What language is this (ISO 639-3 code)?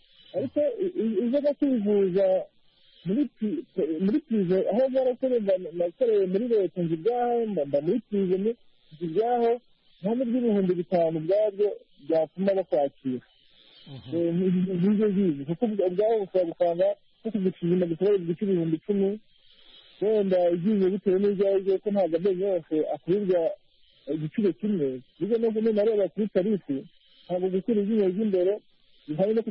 kin